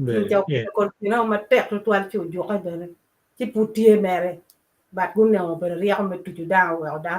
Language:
Acoli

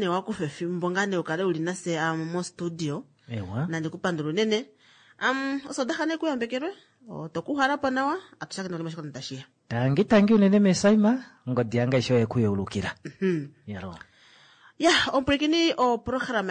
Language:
Kuanyama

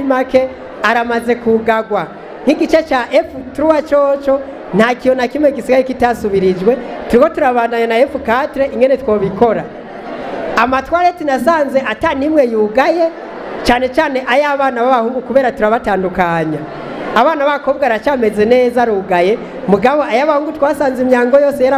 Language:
Rundi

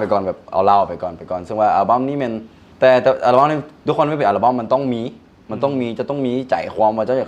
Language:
Lao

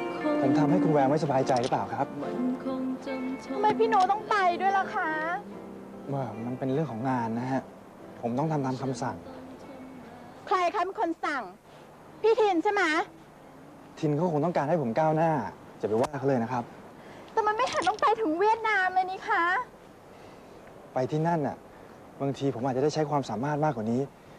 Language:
Thai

